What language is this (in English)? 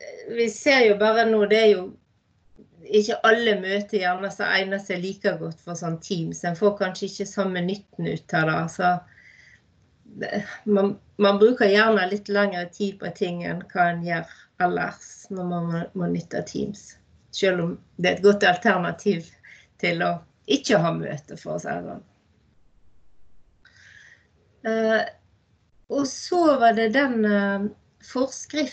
Norwegian